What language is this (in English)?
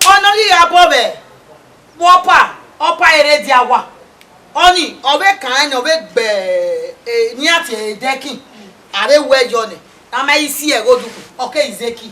Bini